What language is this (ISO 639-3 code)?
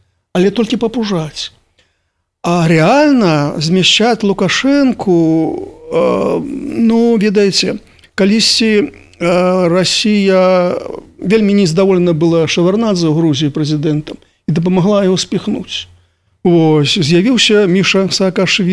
bel